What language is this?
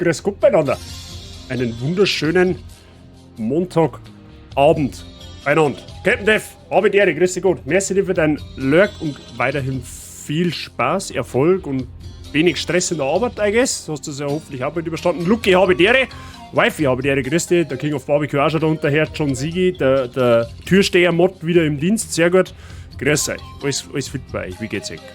Bavarian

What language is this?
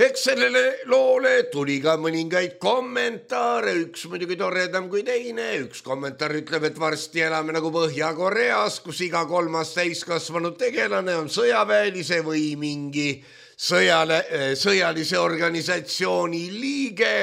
Estonian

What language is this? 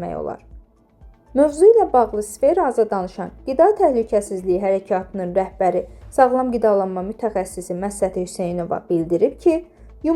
Azerbaijani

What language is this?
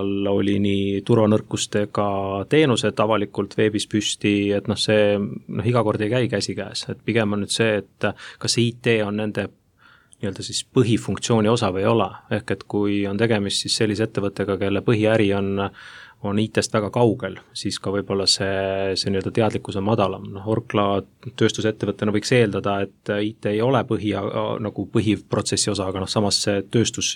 Estonian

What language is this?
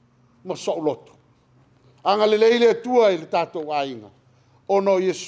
Samoan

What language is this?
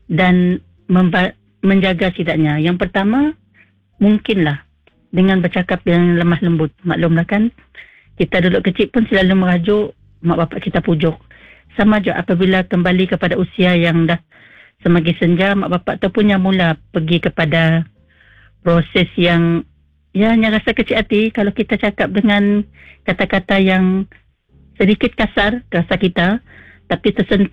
Malay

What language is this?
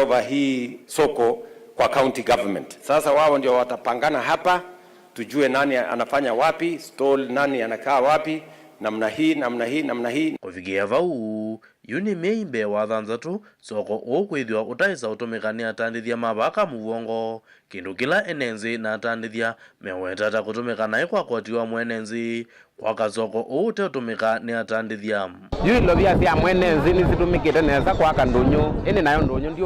Kamba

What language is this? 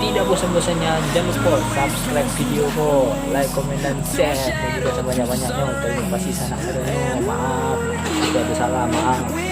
Minangkabau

